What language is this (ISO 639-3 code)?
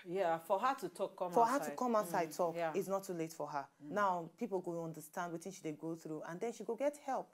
pcm